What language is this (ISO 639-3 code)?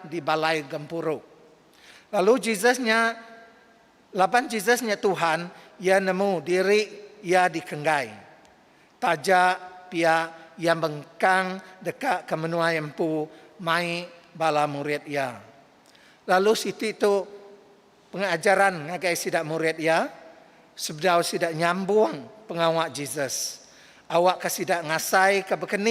iba